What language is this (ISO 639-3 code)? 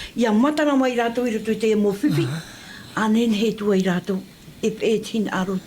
tah